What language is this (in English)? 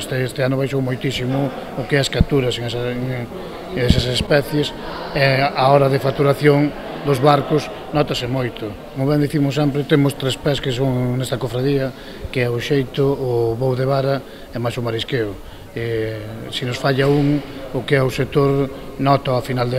Galician